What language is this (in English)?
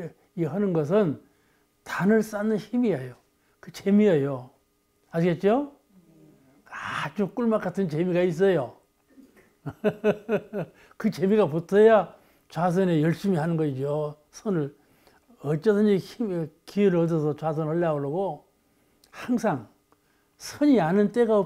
Korean